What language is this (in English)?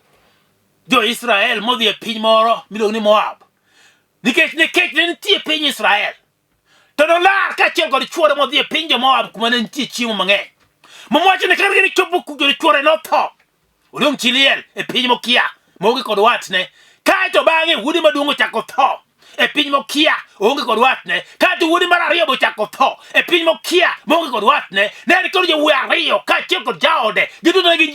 Luo (Kenya and Tanzania)